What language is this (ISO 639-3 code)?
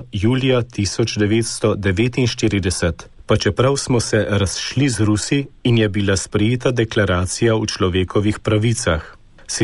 slv